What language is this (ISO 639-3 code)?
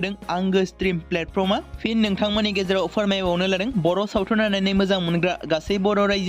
brx